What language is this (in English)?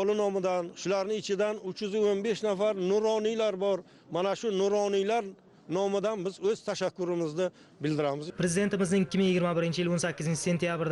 Uzbek